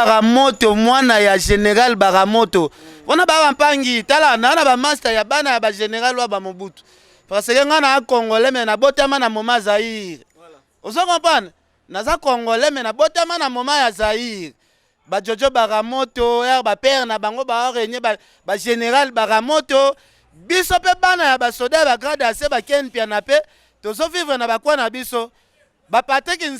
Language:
Lingala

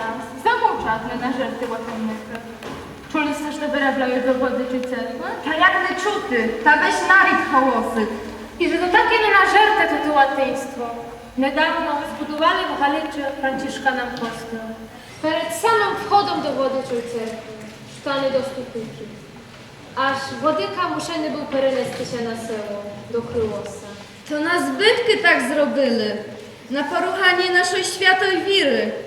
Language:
Rusyn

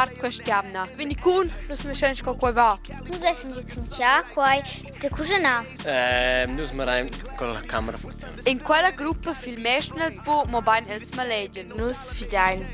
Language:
Romansh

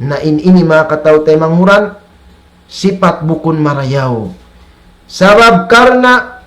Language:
Tausug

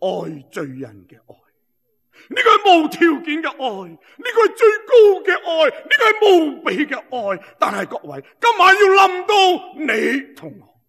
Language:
Cantonese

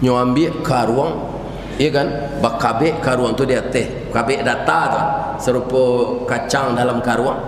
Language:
Minangkabau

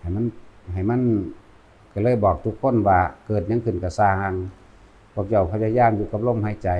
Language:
Northeastern Thai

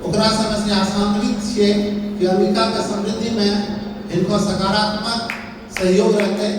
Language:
Angika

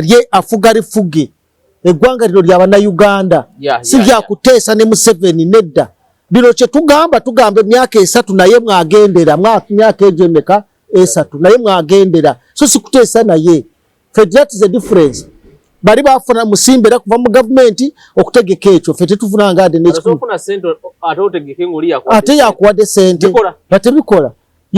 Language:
Ganda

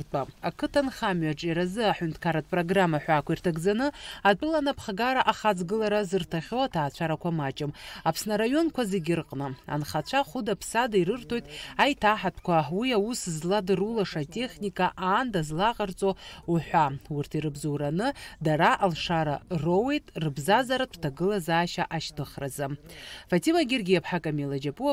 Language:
Abkhazian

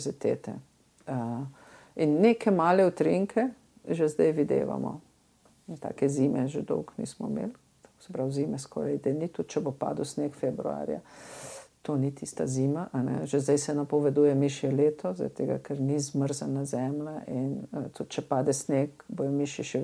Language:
Slovenian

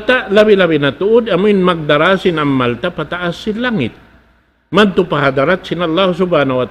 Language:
Tausug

